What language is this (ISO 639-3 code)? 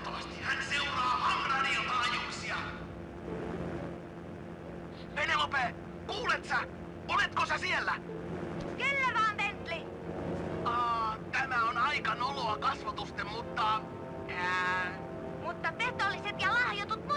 fin